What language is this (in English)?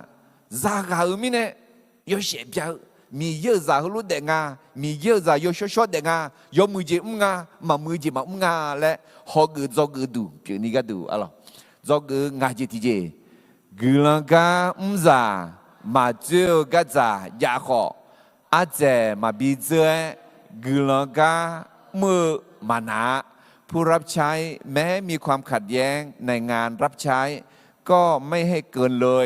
Akha